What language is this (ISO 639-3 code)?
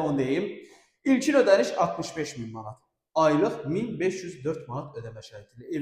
aze